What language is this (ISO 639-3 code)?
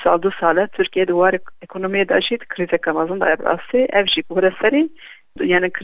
kur